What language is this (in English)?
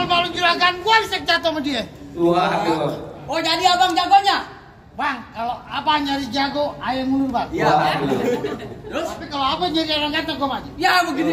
Betawi